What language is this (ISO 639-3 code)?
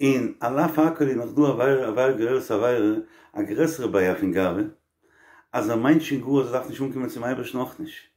yid